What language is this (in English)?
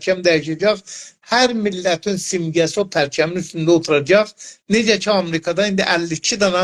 South Azerbaijani